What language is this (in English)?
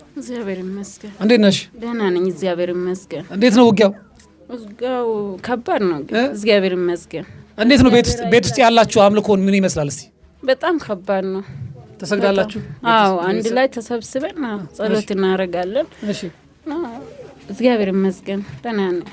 Amharic